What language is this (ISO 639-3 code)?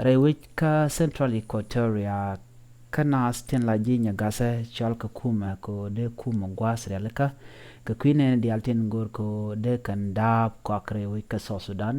nus